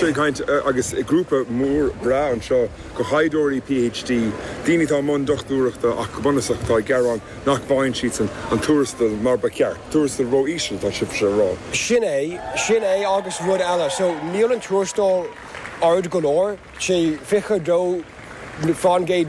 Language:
Irish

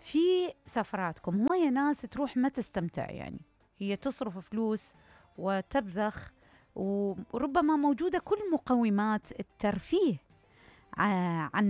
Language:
Mesopotamian Arabic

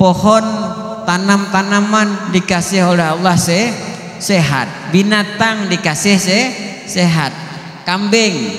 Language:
Banjar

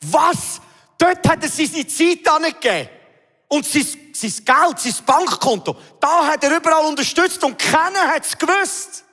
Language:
Swiss German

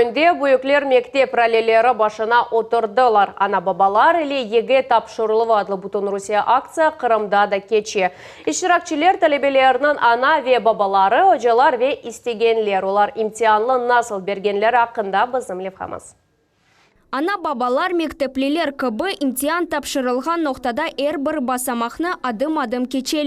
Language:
Crimean Tatar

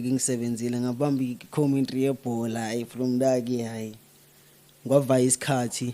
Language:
Zulu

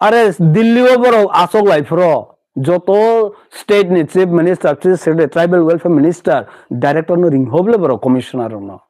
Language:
Kok Borok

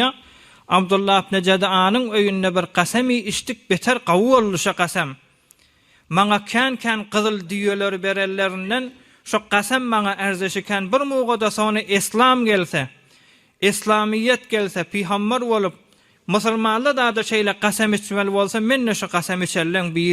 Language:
Turkmen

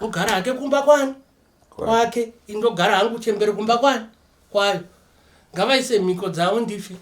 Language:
Shona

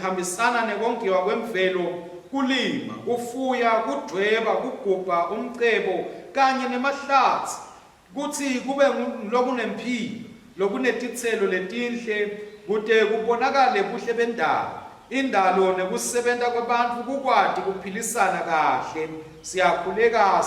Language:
Swati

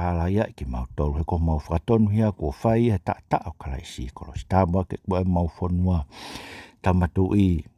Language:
Tongan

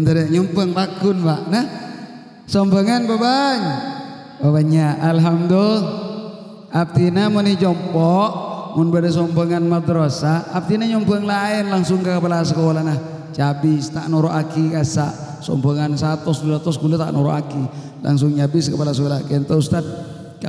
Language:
Madurese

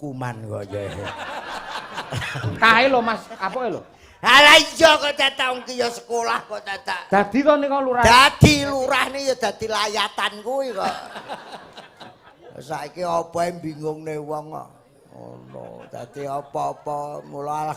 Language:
Javanese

